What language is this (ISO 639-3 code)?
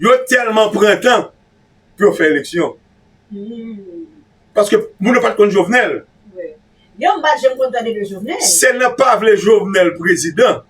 hat